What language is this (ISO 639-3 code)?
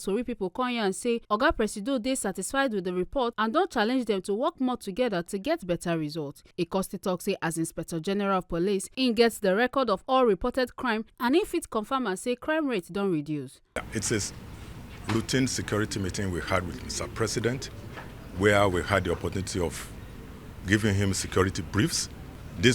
pcm